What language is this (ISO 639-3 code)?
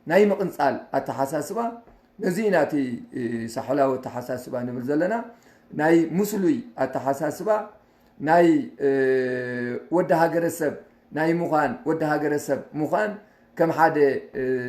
tir